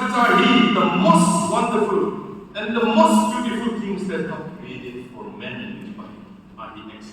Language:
Tangkhul Naga (India)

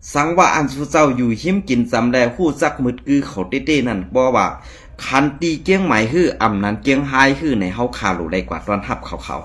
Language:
Shan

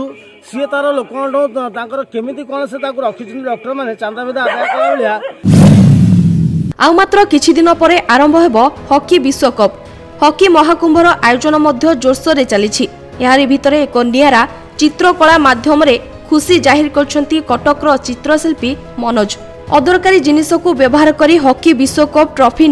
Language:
Odia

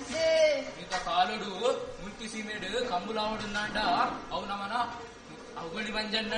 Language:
Tulu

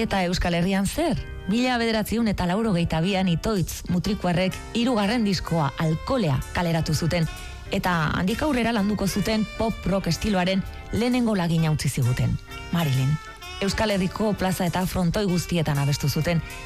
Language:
Basque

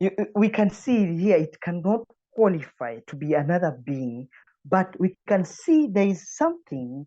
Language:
English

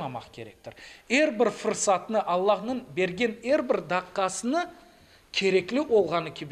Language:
Crimean Tatar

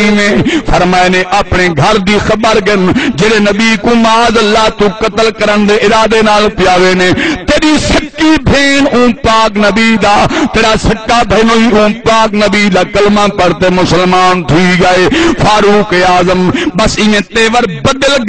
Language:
Saraiki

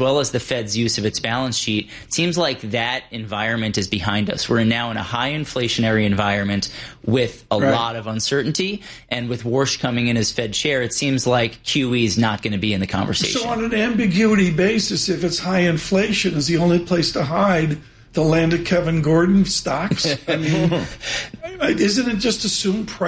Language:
English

